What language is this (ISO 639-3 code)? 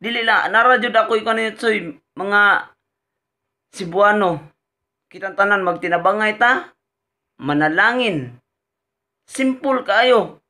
ceb